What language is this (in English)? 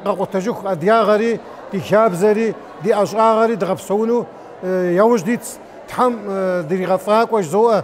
Kabardian